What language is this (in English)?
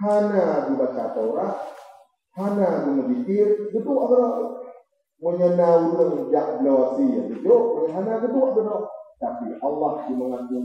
Achinese